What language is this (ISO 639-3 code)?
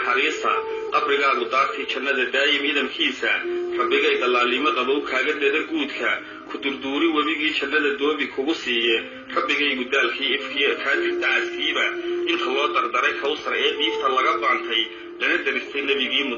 som